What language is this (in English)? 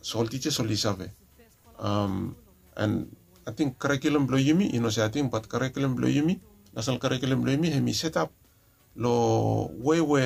Bislama